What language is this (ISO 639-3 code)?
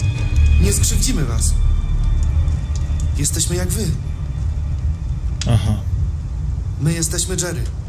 pol